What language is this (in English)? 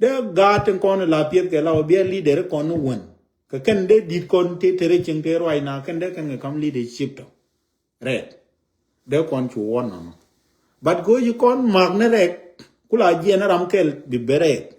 Nuer